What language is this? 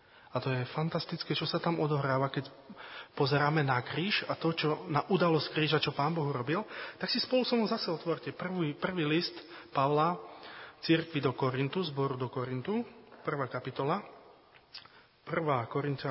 Slovak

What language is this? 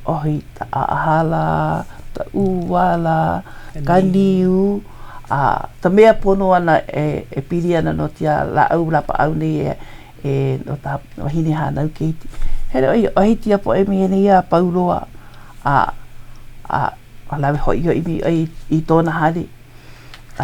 Hawaiian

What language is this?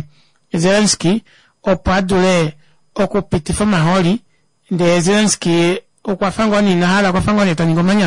Kuanyama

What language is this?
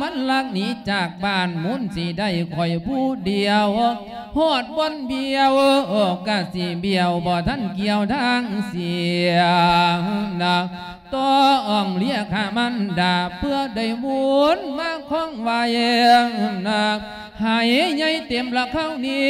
Lao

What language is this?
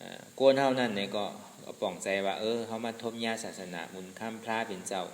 Shan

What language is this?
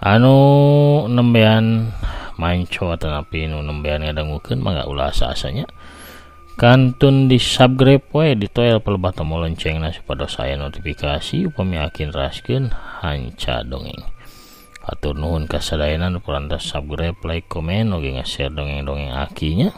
Sundanese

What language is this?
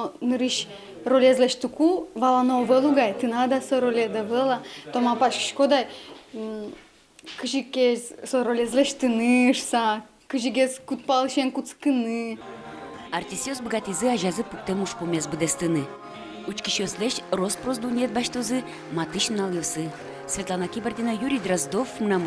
Udmurt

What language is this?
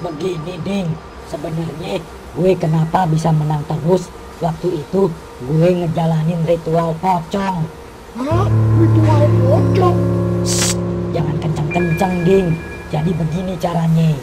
Betawi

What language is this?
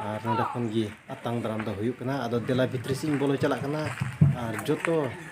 Santali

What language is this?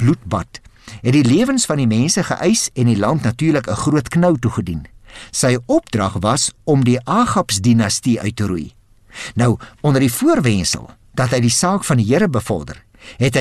Afrikaans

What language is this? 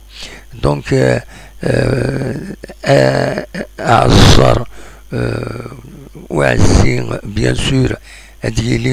Kabyle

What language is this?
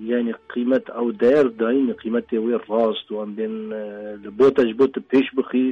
Kurdish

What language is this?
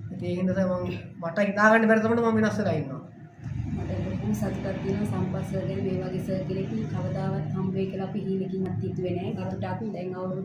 Sinhala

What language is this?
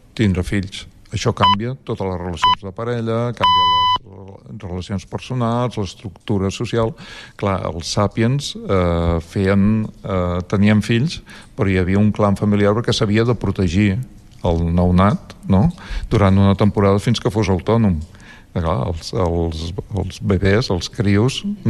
Catalan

